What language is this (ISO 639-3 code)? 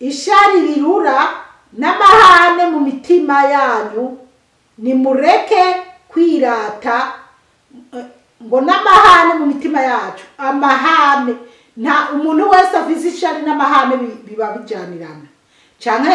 run